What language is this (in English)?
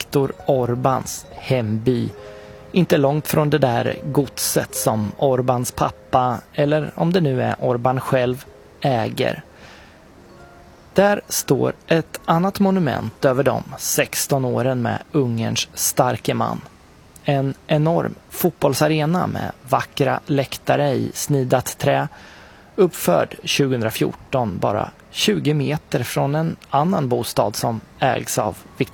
Swedish